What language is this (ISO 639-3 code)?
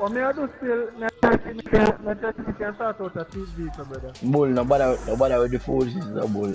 jam